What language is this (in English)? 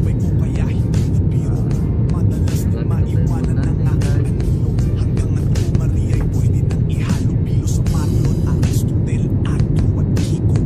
Filipino